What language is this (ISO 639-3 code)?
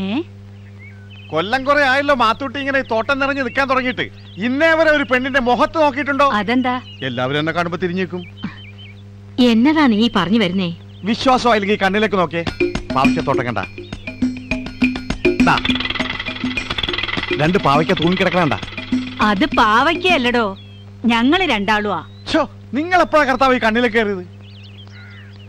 mal